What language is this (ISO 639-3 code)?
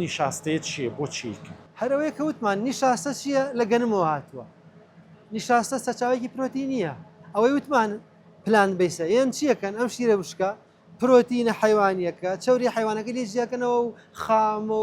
ckb